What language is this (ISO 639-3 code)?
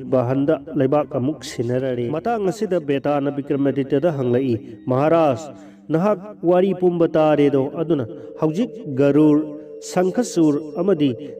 mni